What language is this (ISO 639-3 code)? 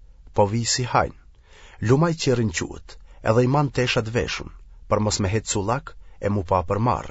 sqi